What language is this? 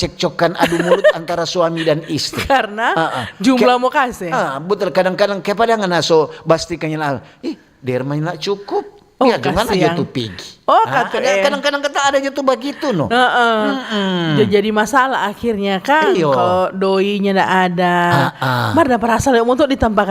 Manado Malay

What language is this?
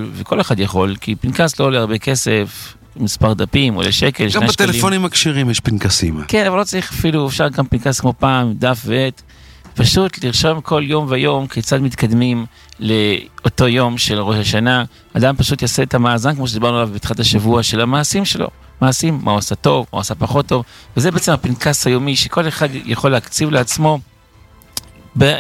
Hebrew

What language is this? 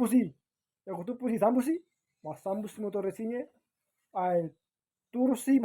Buginese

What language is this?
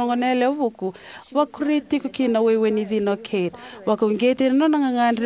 Fijian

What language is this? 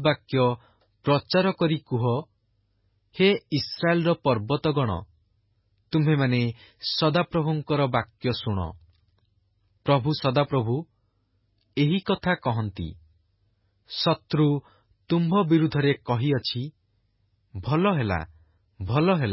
Odia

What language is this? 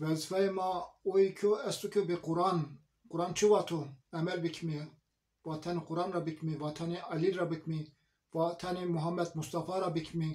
Zaza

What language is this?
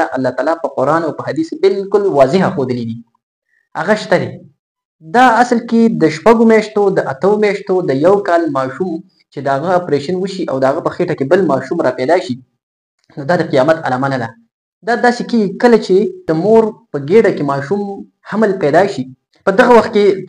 Pashto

